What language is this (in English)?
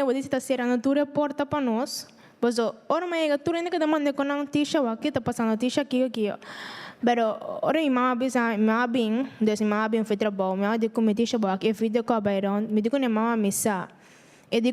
Papiamento